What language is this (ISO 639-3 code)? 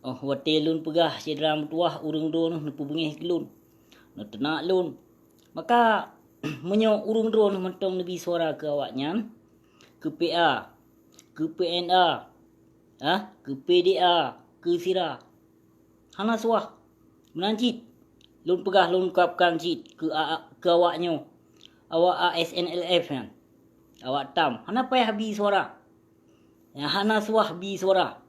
ace